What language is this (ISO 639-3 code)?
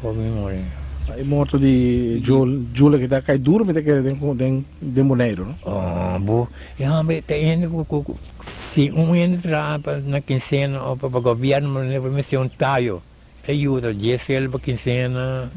pap